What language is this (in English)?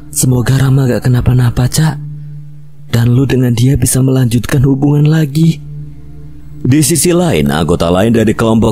Indonesian